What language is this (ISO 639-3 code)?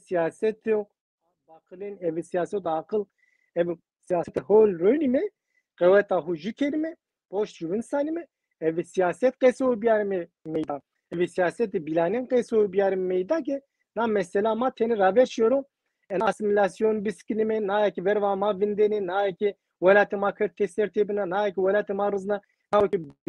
zza